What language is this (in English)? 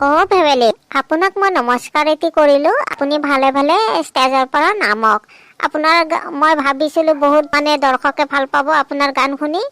Assamese